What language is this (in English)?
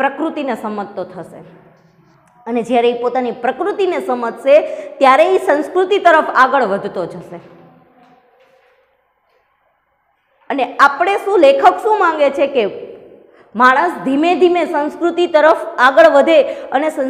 Gujarati